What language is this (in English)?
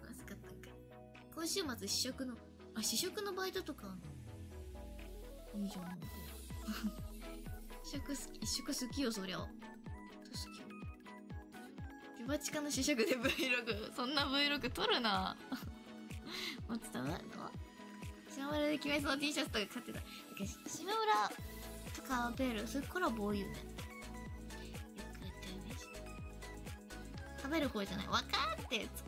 Japanese